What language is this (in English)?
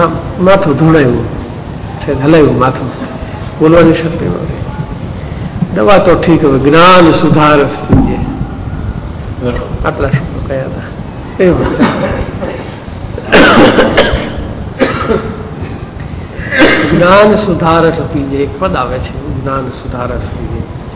Gujarati